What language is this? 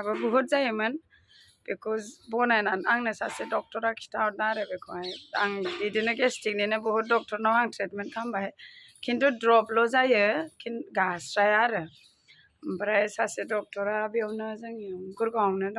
Bodo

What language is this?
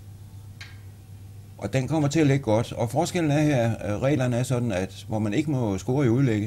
Danish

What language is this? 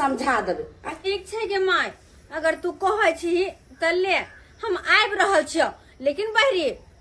Maithili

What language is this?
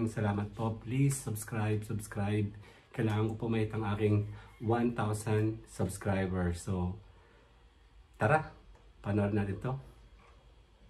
Filipino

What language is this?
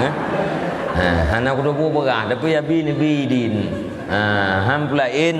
Achinese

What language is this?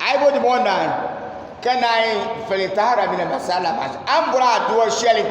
Dagbani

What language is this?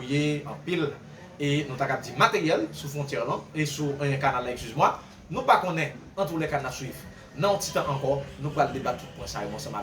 Haitian Creole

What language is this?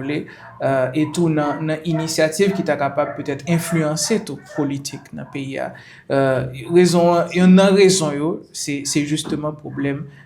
Haitian Creole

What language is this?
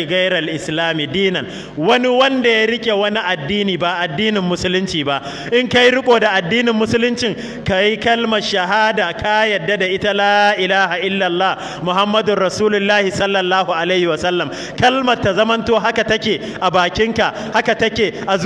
Hausa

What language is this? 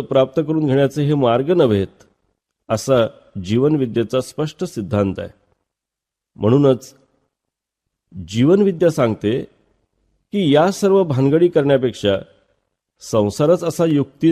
Marathi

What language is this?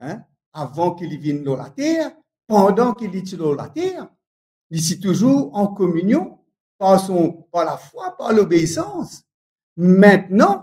Morisyen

